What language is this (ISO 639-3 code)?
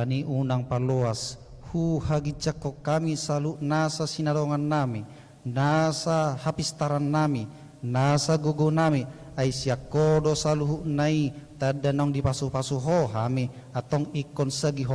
bbc